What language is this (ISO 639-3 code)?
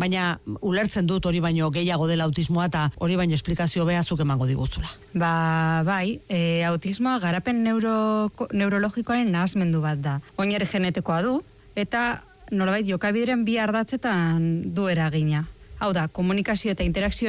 eus